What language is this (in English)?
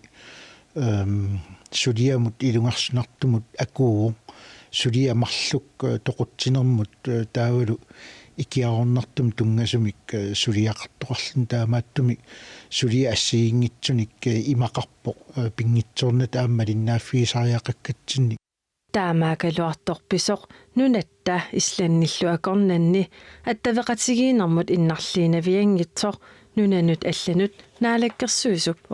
Kalaallisut